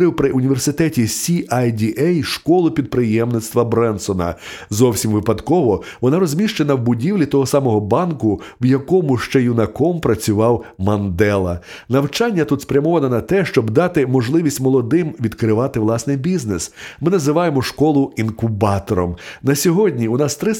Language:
Ukrainian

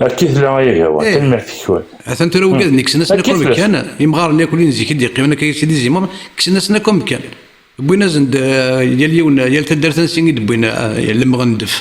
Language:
Kabyle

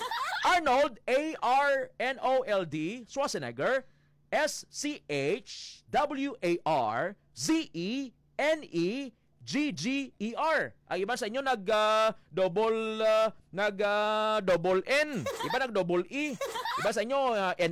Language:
Hiligaynon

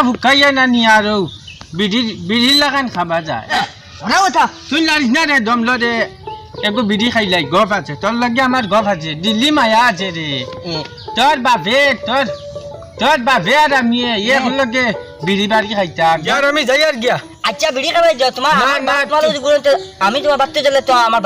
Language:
Sylheti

